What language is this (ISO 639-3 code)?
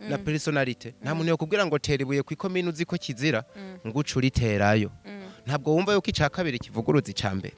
run